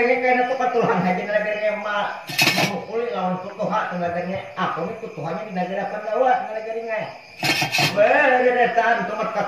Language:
Banjar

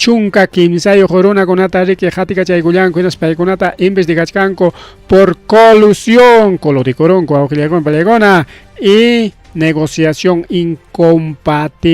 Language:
Ayacucho Quechua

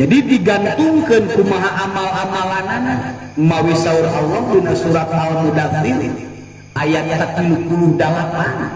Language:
Sundanese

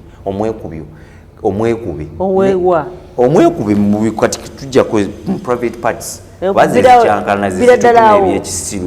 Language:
Ganda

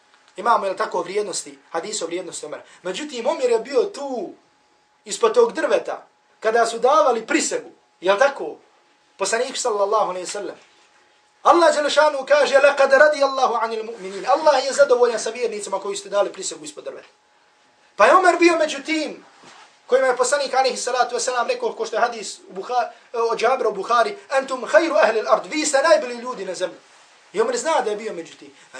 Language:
Bosnian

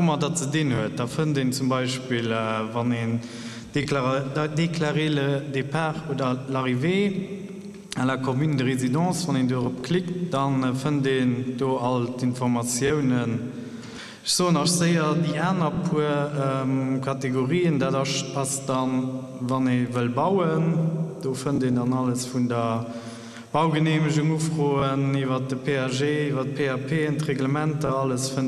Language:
Luxembourgish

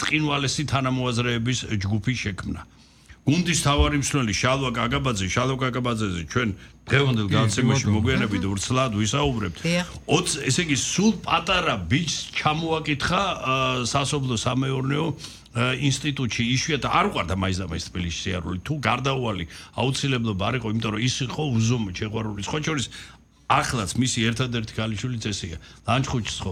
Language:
Georgian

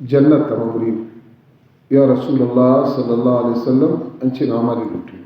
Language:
Baluchi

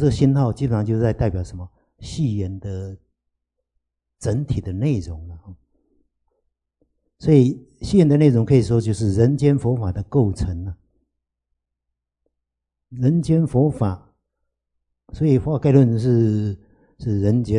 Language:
Chinese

